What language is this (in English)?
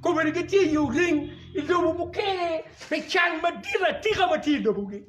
Acoli